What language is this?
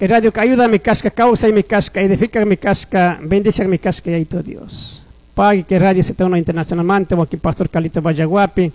Chimborazo Highland Quichua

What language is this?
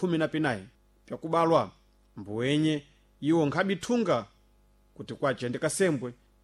Sena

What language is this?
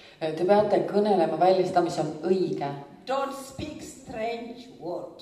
Estonian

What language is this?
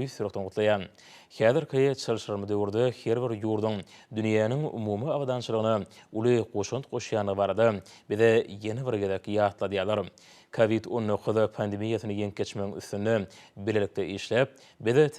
Turkmen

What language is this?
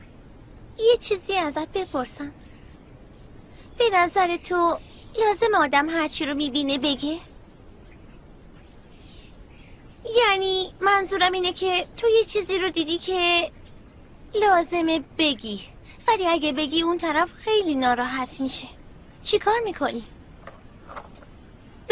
Persian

